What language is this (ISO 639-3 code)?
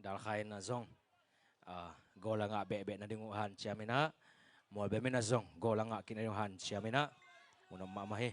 ctd